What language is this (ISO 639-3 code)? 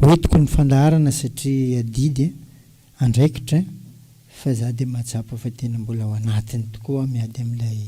mlg